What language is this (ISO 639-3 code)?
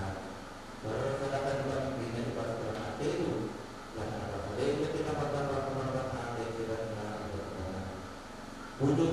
btx